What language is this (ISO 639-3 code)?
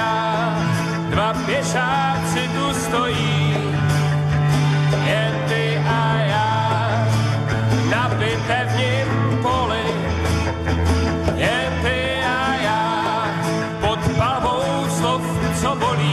ces